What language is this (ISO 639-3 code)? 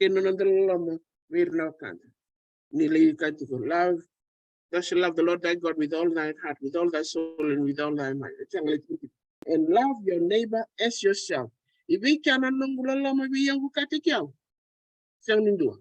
fij